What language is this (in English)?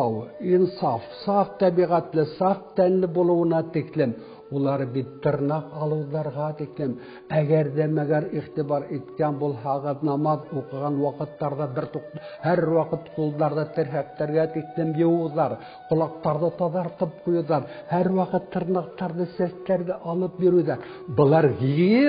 Bashkir